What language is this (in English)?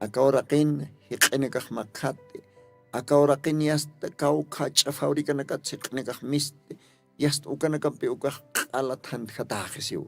Aymara